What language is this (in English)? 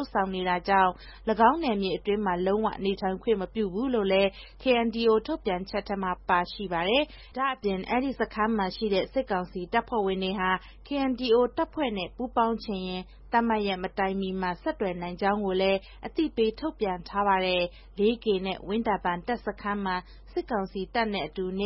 Burmese